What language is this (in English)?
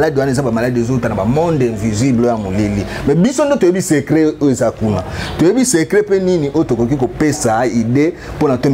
Lingala